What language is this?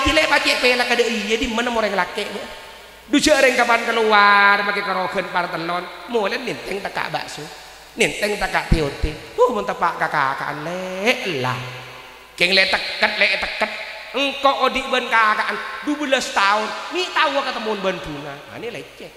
Madurese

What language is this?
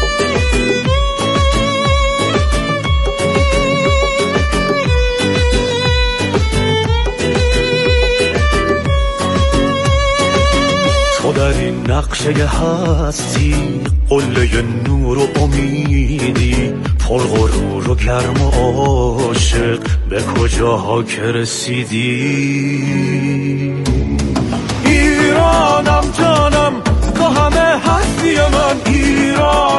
Persian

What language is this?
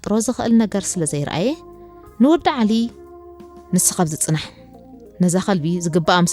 Tigrinya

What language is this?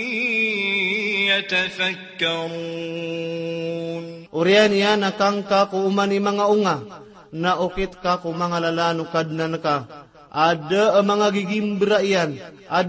Maranao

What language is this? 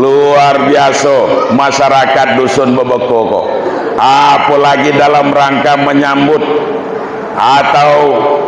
Minangkabau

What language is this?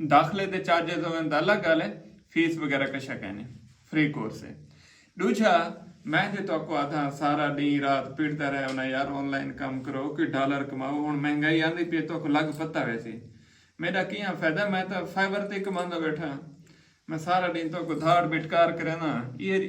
Saraiki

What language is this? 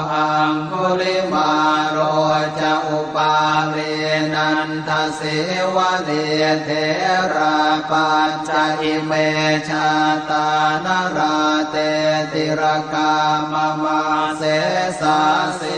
Pali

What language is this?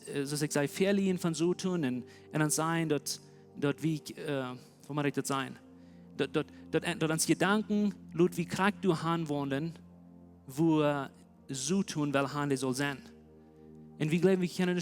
Plautdietsch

